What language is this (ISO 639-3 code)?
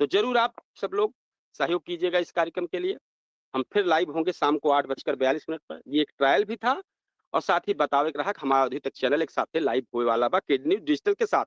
awa